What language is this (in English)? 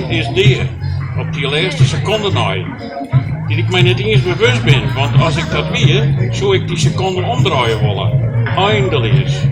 Western Frisian